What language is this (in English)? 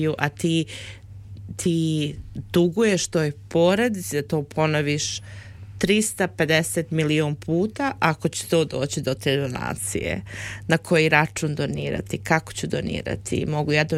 Serbian